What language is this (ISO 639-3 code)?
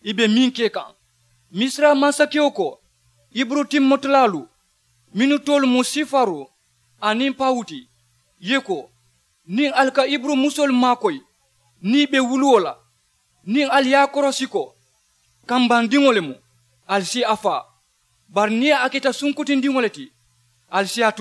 man